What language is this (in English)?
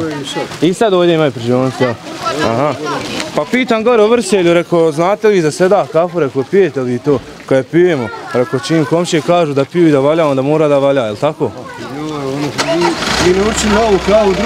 Bosnian